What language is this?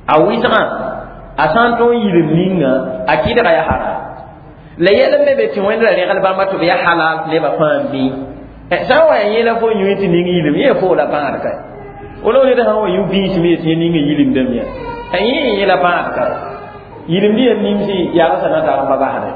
Mossi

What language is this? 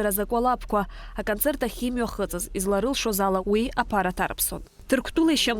Abkhazian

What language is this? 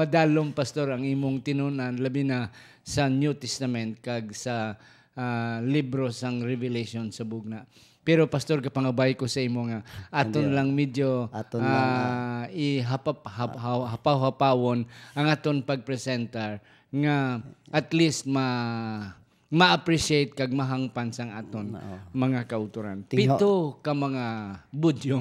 Hiligaynon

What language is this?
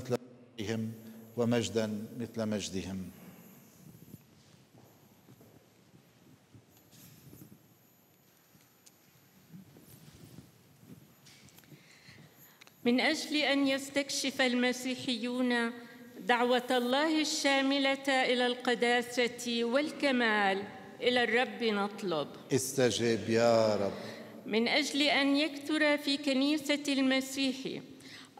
Arabic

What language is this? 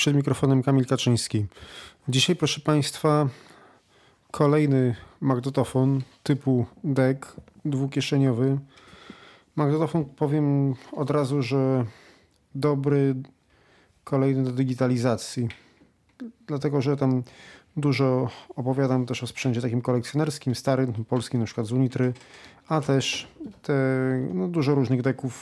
Polish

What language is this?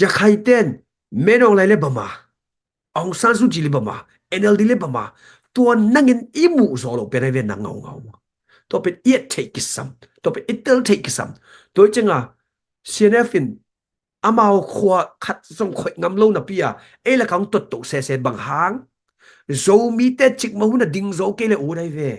Tedim Chin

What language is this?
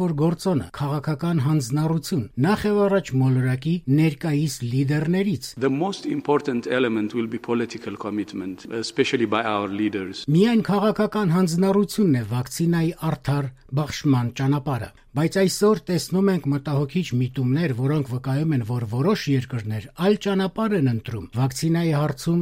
Armenian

